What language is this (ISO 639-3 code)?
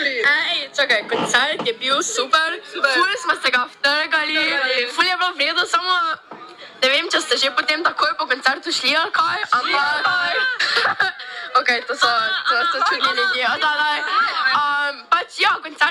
slv